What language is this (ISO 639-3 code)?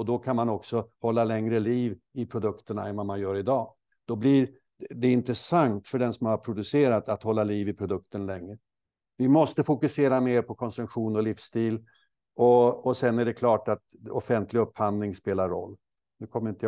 swe